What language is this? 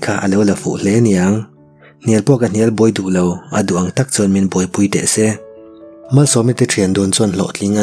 Mizo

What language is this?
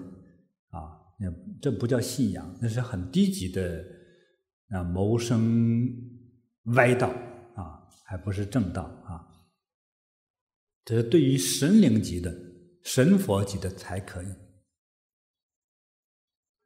Chinese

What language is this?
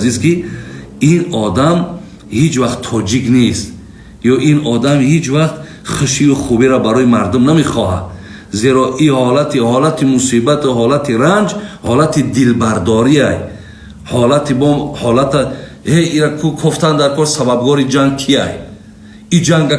Tajik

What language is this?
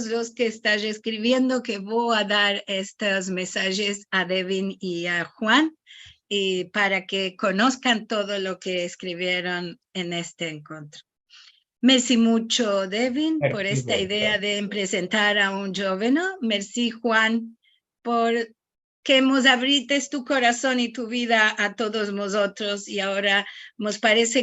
Ladino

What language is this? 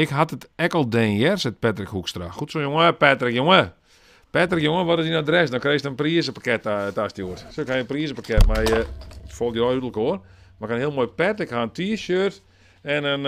Western Frisian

